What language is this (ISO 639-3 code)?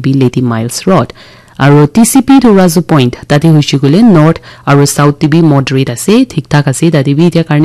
nag